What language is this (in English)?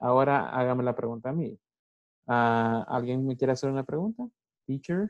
Spanish